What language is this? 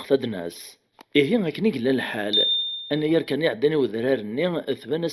Kabyle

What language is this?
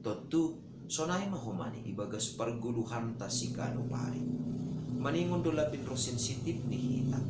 Batak Simalungun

